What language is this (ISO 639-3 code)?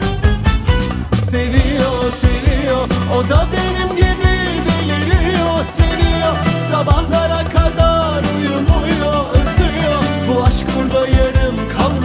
tur